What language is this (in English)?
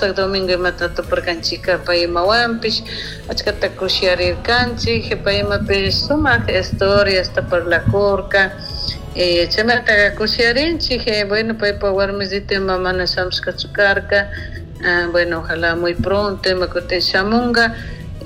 Chimborazo Highland Quichua